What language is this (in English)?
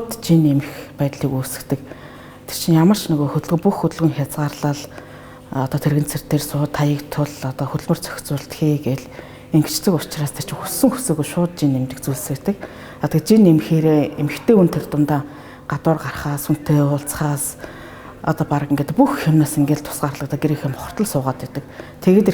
Mongolian